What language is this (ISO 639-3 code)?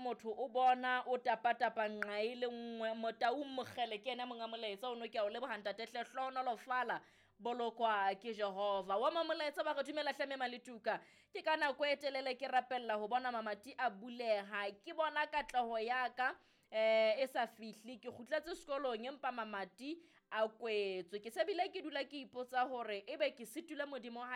sot